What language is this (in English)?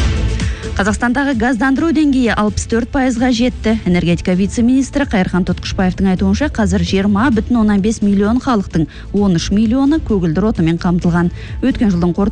Kazakh